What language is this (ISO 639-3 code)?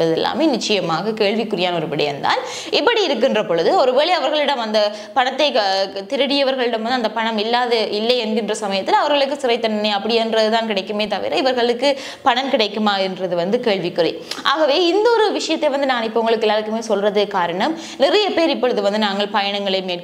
tam